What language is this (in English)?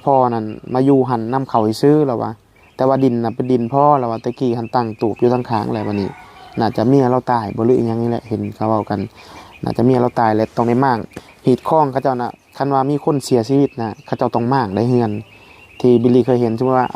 Northeastern Thai